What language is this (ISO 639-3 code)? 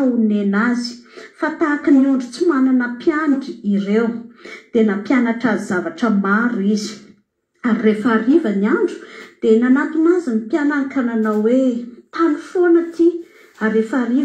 mlg